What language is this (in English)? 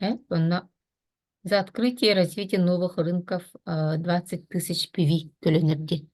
Yakut